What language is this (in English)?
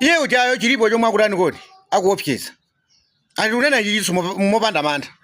Nyanja